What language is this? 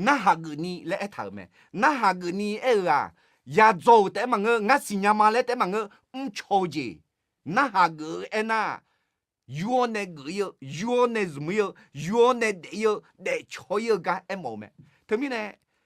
Akha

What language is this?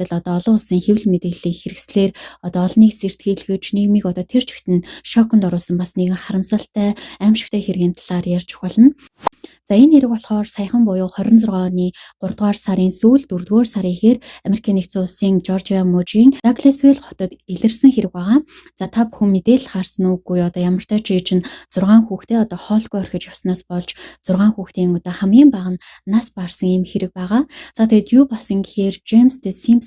Mongolian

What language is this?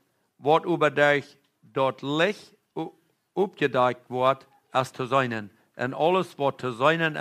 Plautdietsch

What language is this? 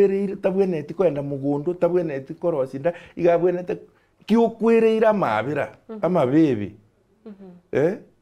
Gusii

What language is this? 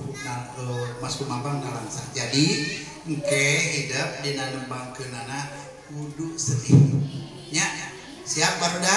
Sundanese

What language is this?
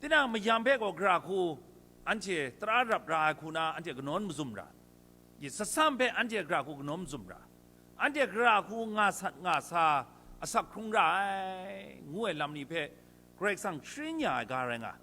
Kachin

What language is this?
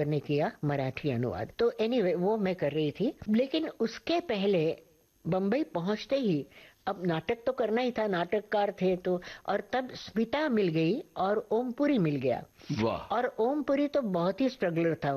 Hindi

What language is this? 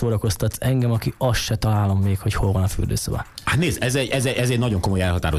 Hungarian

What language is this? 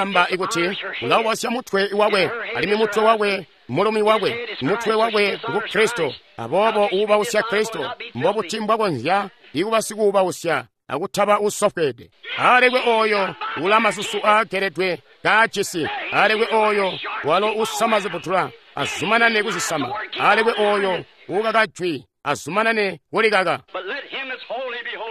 Tonga (Zambia)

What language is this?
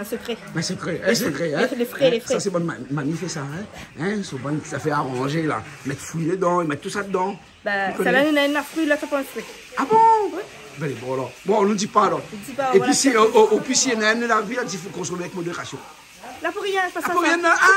Réunion Creole French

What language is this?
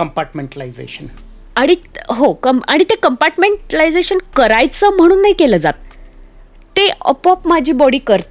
Marathi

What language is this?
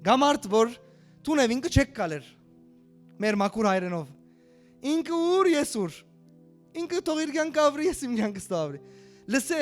Western Armenian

